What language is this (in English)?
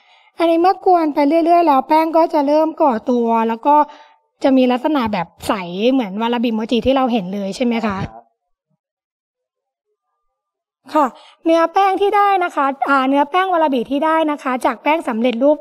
Thai